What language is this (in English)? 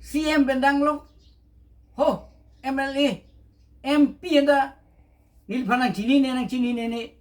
Karbi